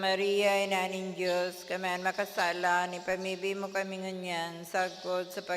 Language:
Bikol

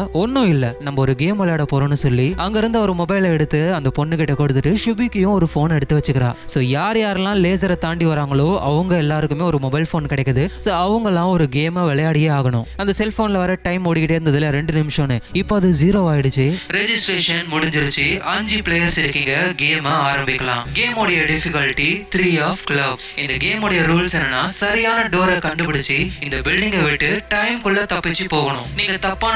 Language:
Tamil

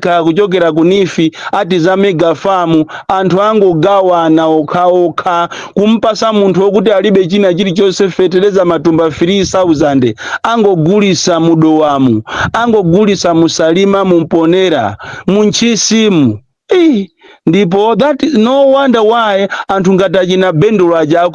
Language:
Nyanja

